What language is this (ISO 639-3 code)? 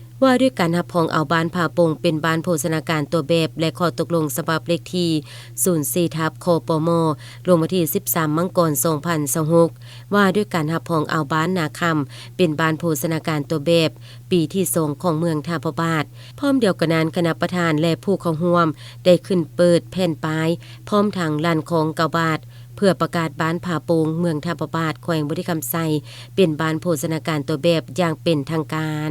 lao